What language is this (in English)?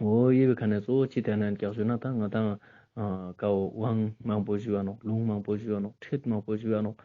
Ladakhi